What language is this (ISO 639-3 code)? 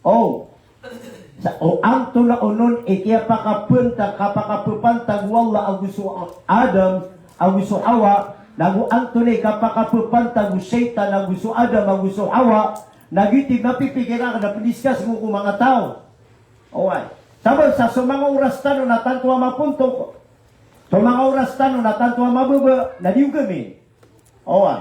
mrw